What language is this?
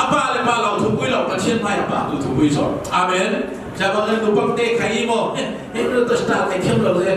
Falam Chin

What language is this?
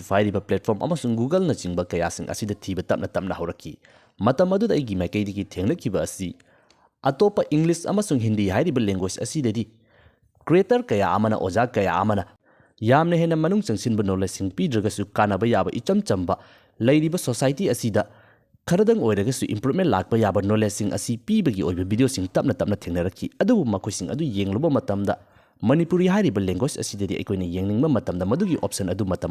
Manipuri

